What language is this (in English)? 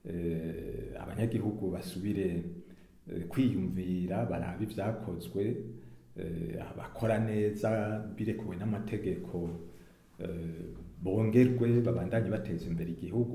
Rundi